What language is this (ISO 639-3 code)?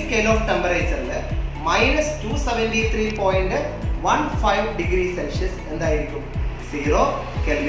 mal